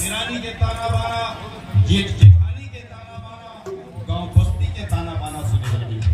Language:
Chhattisgarhi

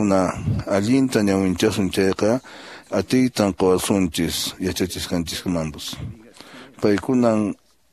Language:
Quechua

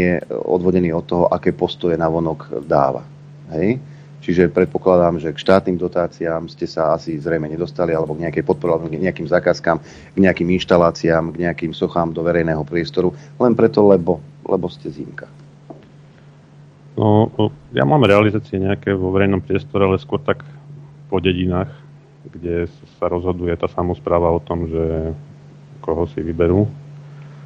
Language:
Slovak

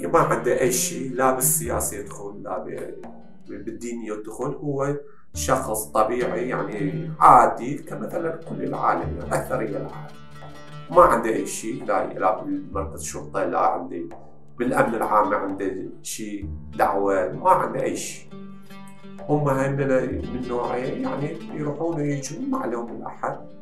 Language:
Mesopotamian Arabic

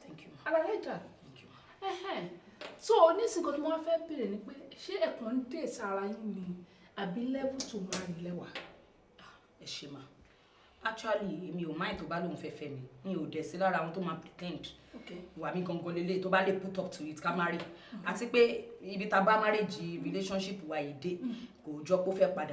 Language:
Yoruba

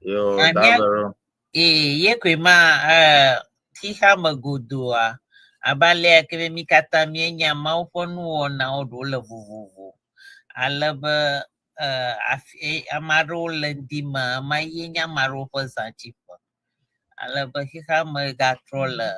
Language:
Ewe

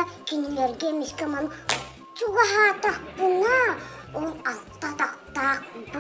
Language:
Yakut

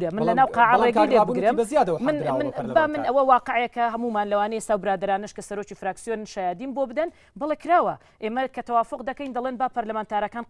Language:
Central Kurdish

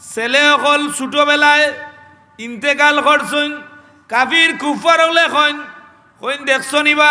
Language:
Sylheti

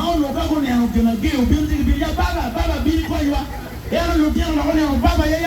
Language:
Acoli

